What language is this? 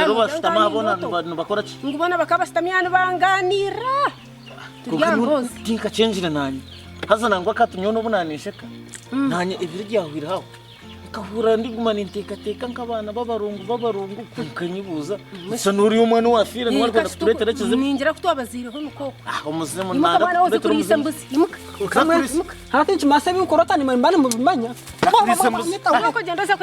Nyankole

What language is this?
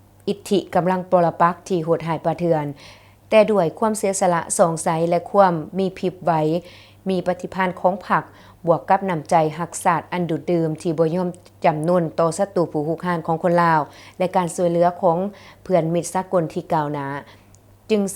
Lao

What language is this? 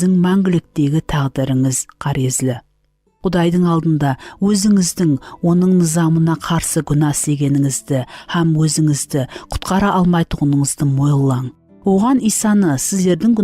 Kara-Kalpak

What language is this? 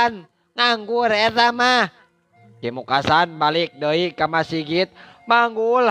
Sundanese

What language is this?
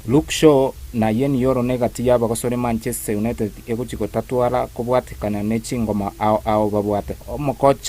Gusii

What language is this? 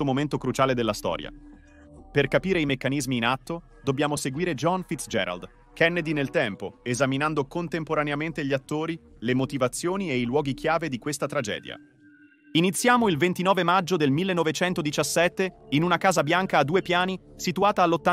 Italian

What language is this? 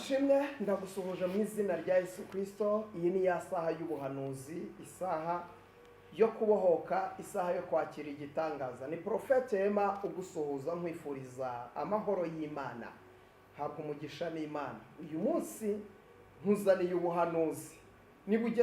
Kinyarwanda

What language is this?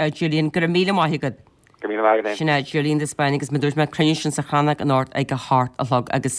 Irish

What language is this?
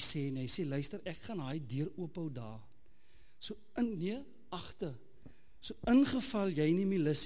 Afrikaans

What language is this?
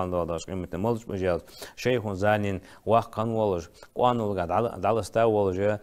Ingush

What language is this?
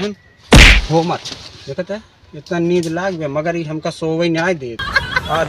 Awadhi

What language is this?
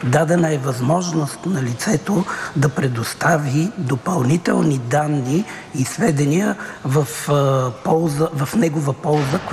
Bulgarian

